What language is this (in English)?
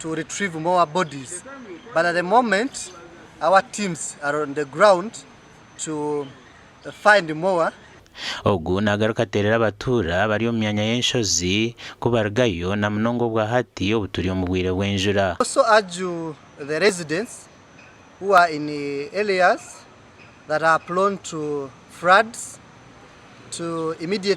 Nyankole